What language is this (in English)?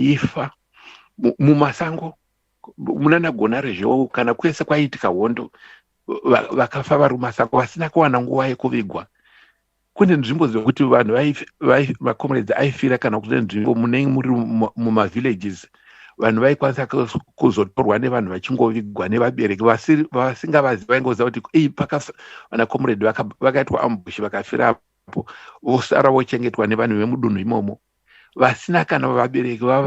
Shona